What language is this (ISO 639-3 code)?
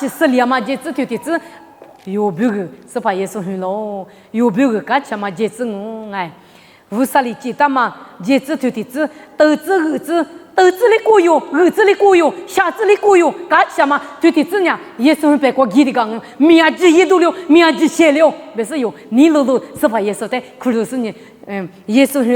lis